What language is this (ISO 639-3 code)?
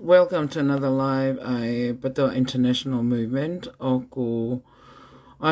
ton